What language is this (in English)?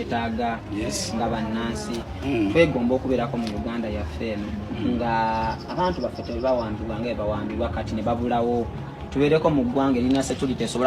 Ganda